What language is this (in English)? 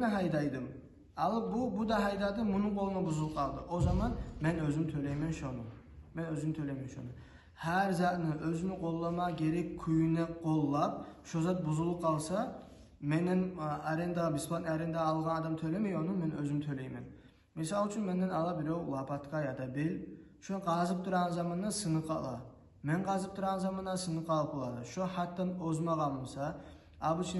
Kumyk